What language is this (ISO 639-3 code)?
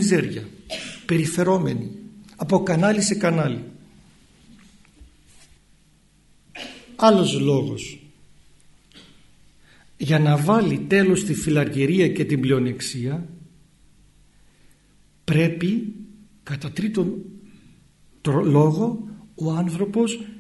ell